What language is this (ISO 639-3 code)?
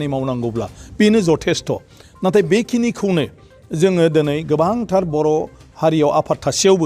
brx